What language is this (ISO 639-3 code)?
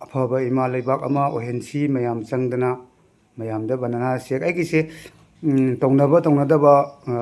mni